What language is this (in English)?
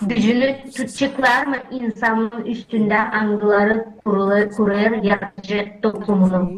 Gagauz